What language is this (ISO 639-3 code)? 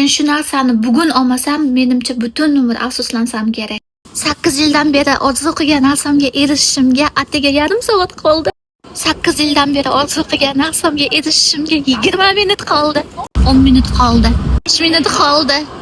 uzb